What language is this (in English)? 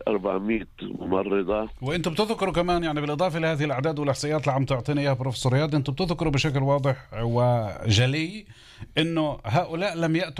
North Levantine Arabic